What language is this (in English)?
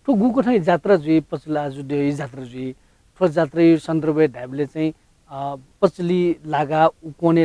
Newari